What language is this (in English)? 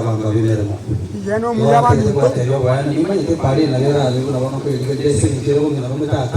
Gusii